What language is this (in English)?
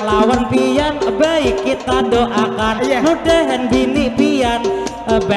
Banjar